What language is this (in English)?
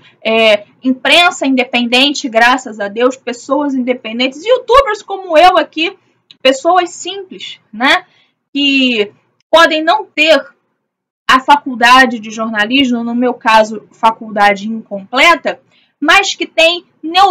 Portuguese